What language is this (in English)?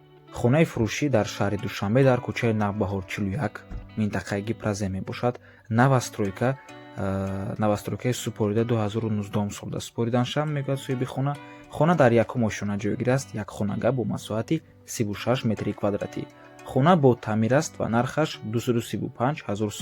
Tajik